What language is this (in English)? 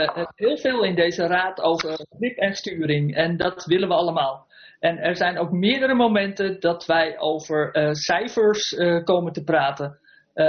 Dutch